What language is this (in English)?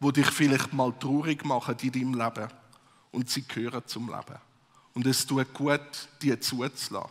Swiss German